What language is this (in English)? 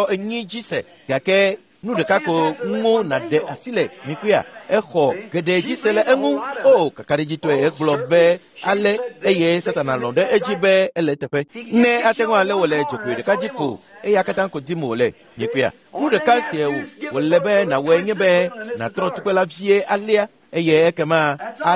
Ewe